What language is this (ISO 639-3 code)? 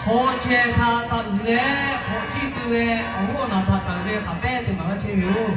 lhu